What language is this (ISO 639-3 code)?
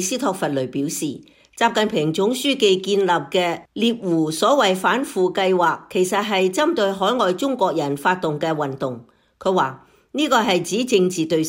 yue